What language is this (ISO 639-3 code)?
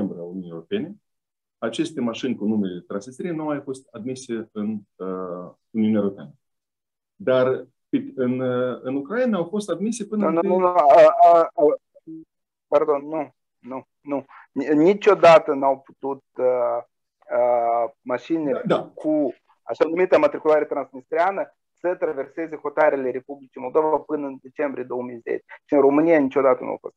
ron